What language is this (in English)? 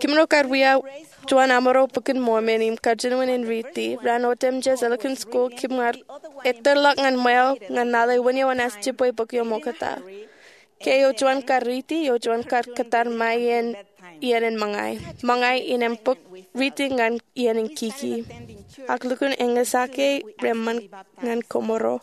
Marshallese